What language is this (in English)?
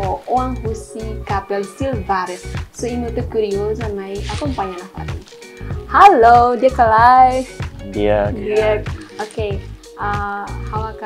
Tetum